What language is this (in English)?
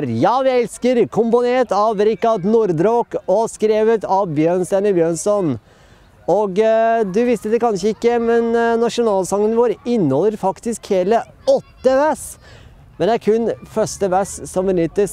Norwegian